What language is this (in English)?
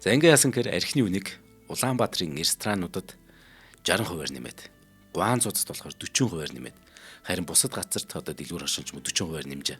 Mongolian